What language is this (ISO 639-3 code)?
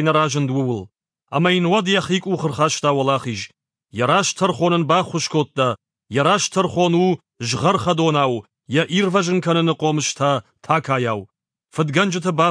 oss